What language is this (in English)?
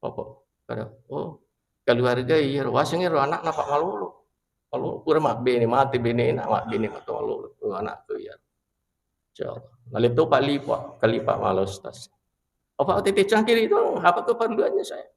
Buginese